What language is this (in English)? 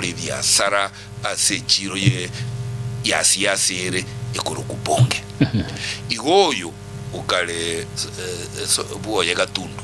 Gusii